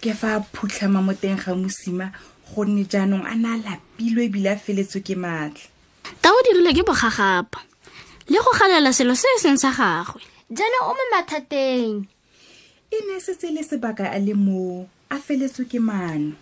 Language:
Tswana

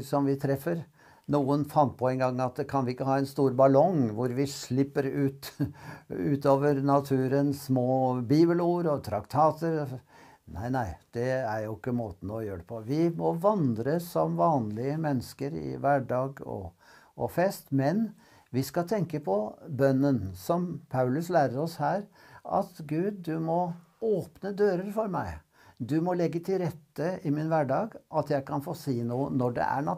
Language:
Norwegian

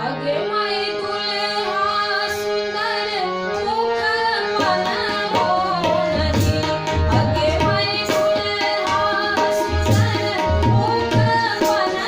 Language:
Maithili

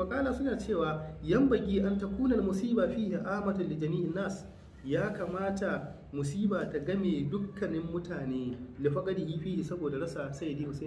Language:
Hausa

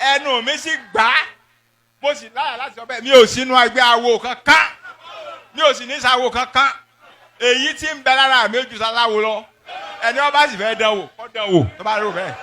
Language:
Yoruba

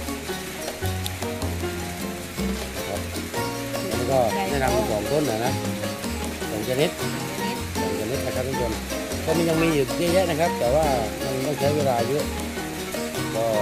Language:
Thai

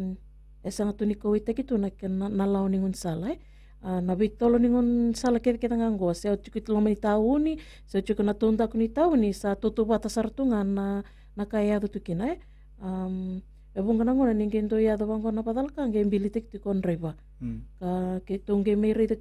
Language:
Fijian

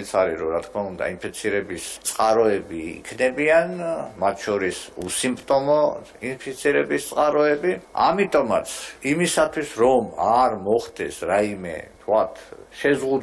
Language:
Georgian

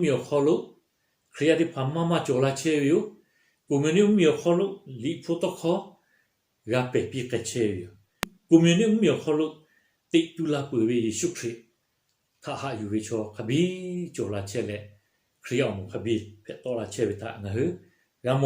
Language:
Lahu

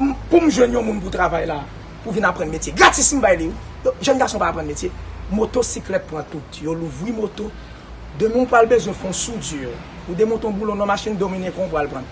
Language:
Haitian Creole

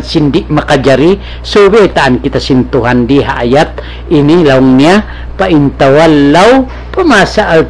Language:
Tausug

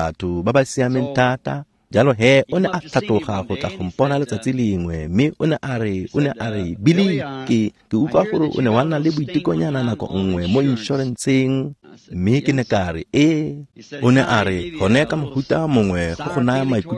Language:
Tswana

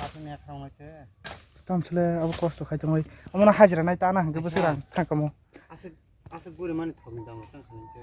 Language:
Kok Borok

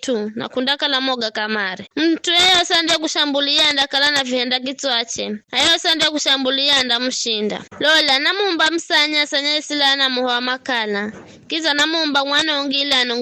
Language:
Giryama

